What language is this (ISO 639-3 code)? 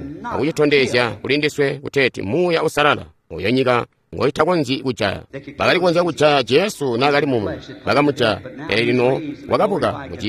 toi